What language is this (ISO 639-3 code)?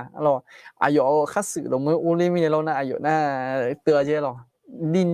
ahk